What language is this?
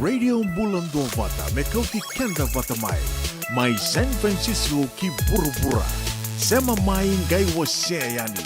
Fijian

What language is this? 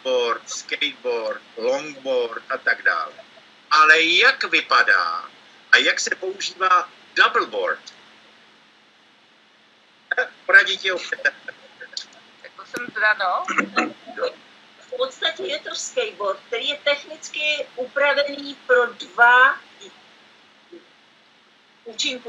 Czech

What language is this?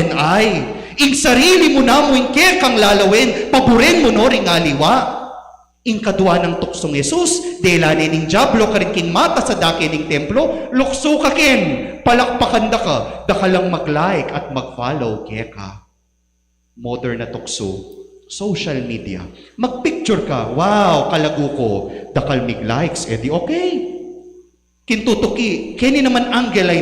Pampanga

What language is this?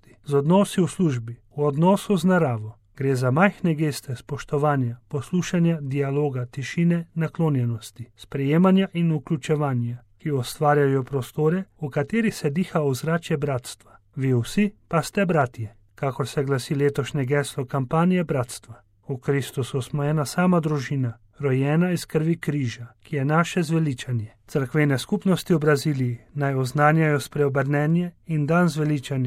Slovenian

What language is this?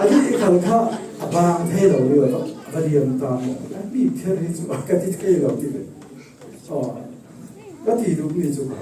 Falam Chin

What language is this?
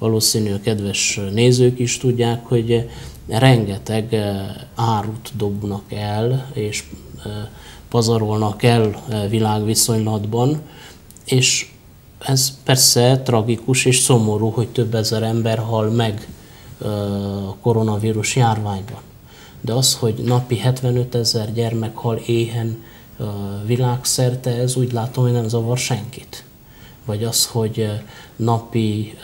Hungarian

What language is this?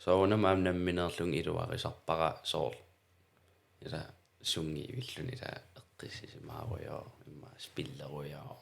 Kalaallisut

